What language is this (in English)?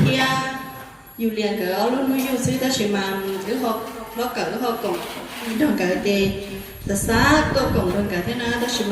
Hmong